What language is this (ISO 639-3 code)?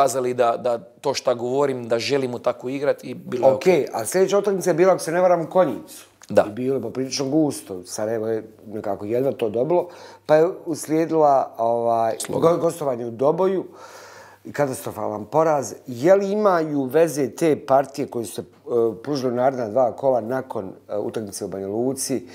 bos